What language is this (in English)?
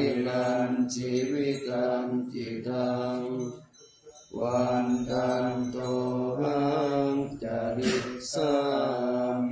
Pali